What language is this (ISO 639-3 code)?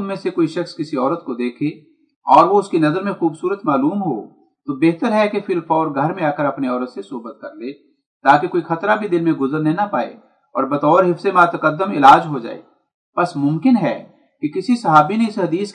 urd